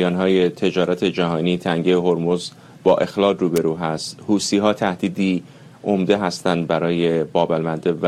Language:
Persian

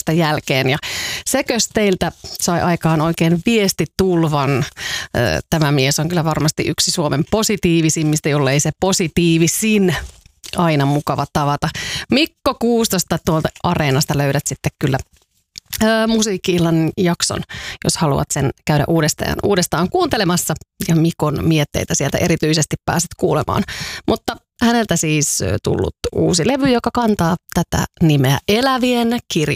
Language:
Finnish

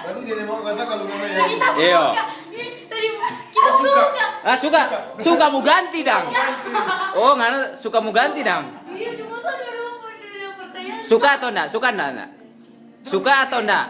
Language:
Manado Malay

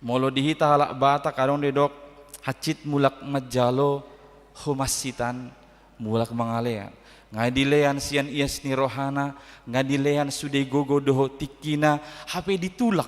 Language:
Batak Toba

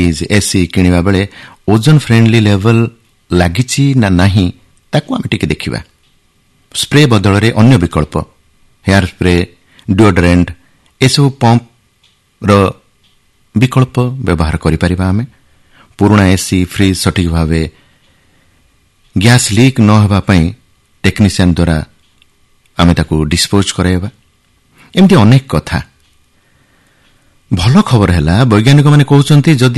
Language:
Odia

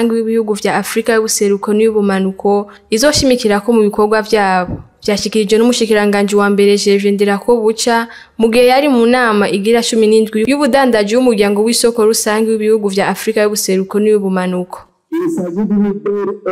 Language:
Rundi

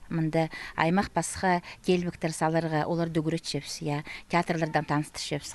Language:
Khakas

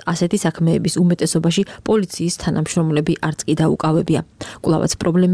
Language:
Georgian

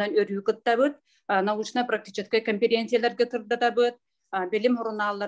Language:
Yakut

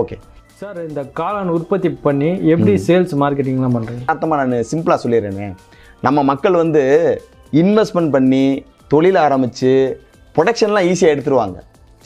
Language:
Tamil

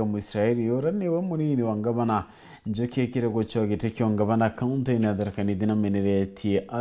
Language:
Meru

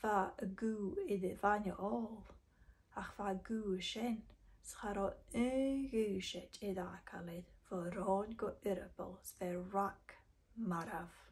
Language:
Scottish Gaelic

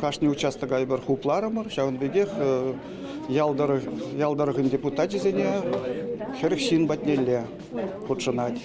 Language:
Chuvash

